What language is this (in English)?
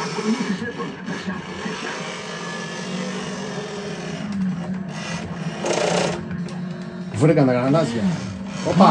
Greek